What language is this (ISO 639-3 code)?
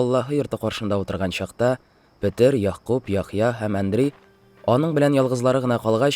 tat